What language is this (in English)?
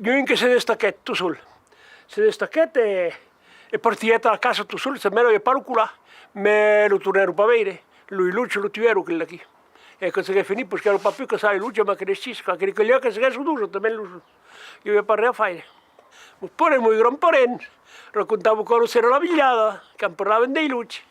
Occitan